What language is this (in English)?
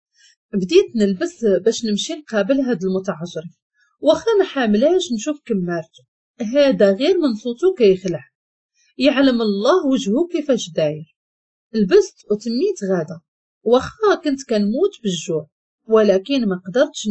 Moroccan Arabic